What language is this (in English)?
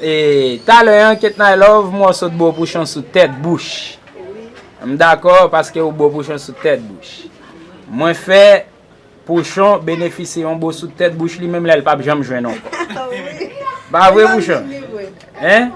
Haitian Creole